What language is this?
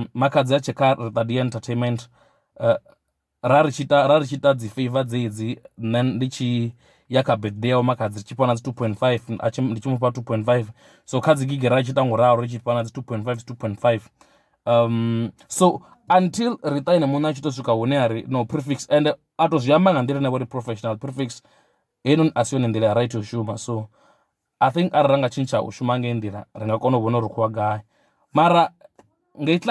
Venda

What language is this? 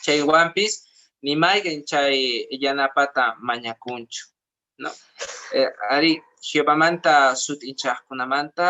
Quechua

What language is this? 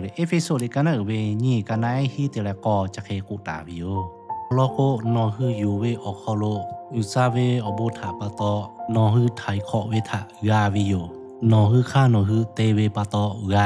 Lahu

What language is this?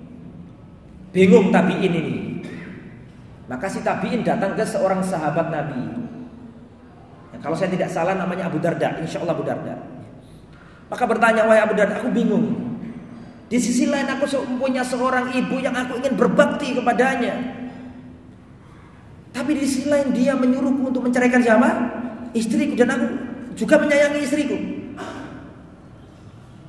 Indonesian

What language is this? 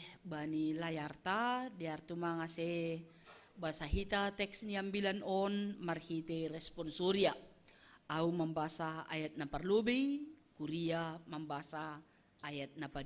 Batak Simalungun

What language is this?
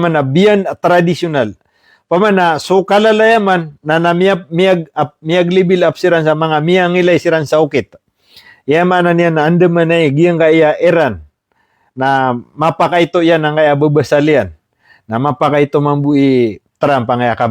Maranao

